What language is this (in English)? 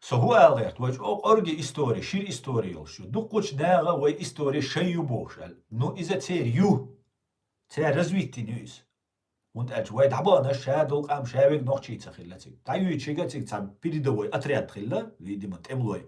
Chechen